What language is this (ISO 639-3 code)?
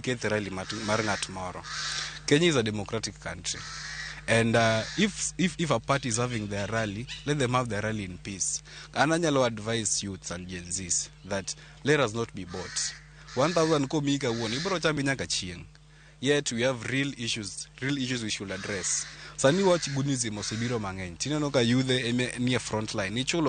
luo